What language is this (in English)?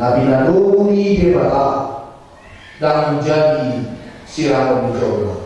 Batak Toba